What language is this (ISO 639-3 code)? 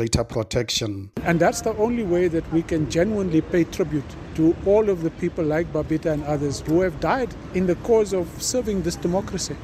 eng